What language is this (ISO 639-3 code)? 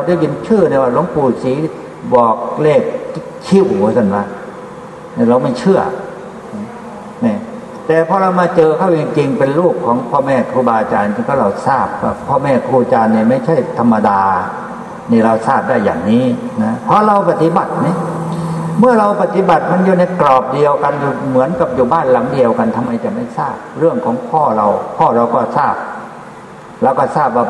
tha